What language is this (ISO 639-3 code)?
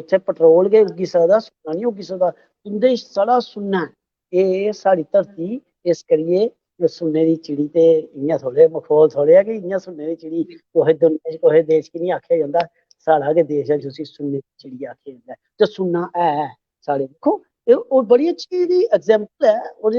doi